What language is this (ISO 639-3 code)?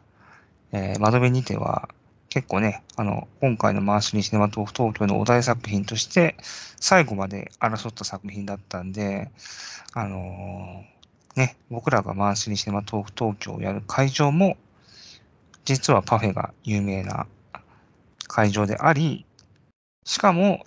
jpn